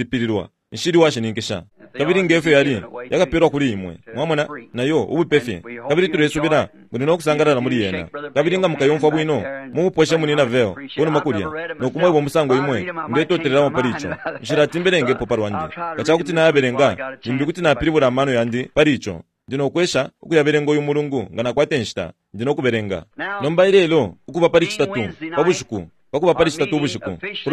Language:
Bemba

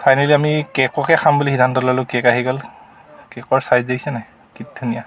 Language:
Assamese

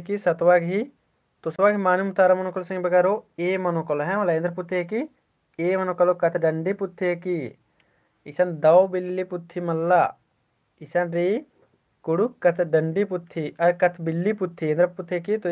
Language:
Kurukh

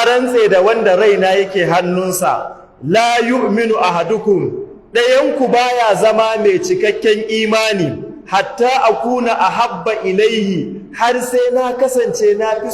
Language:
Hausa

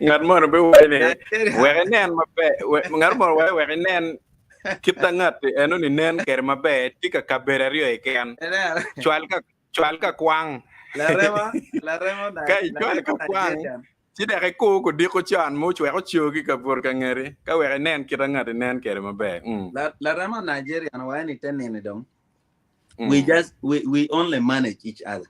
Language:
Acoli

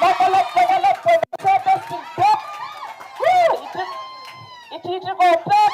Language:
Pohnpeian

